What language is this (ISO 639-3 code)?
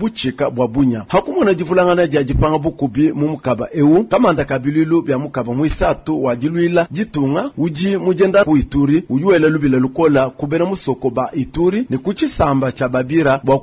lua